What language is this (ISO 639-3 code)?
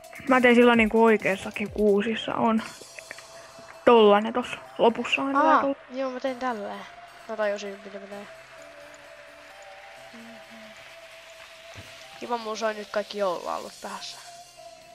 fin